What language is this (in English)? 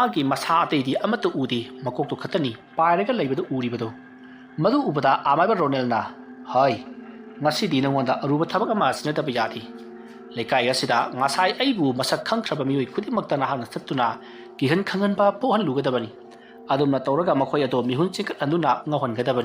Manipuri